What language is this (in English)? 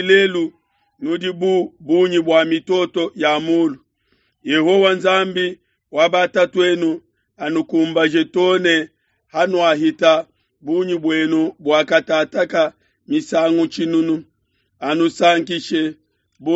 Luba-Lulua